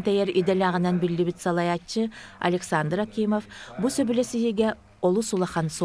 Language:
Yakut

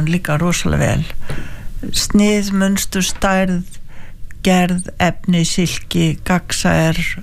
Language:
Icelandic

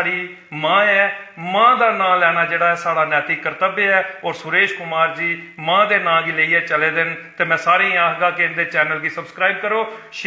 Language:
Dogri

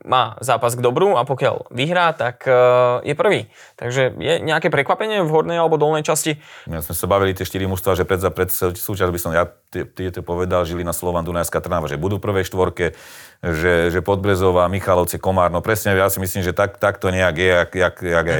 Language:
Slovak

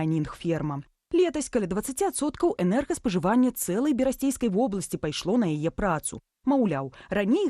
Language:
Belarusian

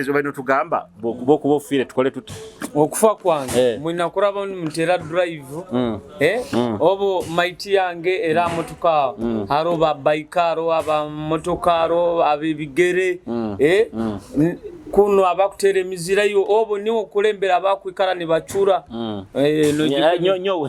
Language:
Nyoro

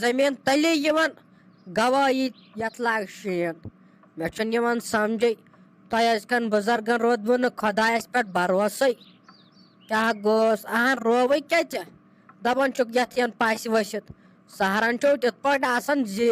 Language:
Kashmiri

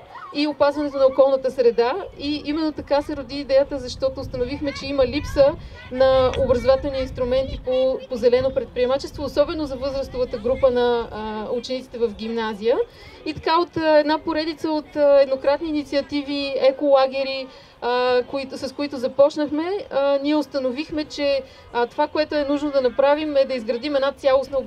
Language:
Bulgarian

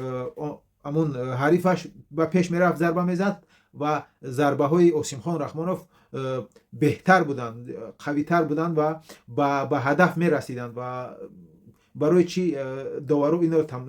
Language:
Tajik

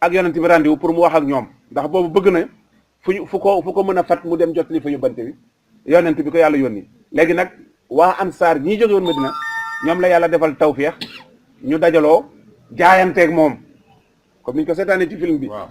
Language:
Wolof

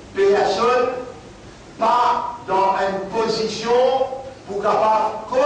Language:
Morisyen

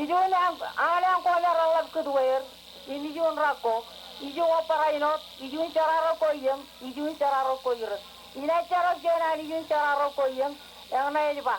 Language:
Marshallese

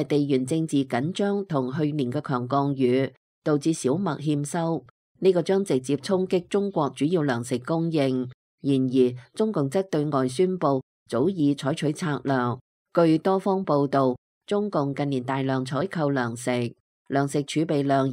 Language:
Cantonese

